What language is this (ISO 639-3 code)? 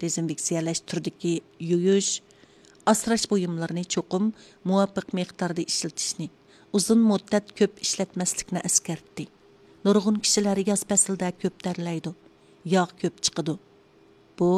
uig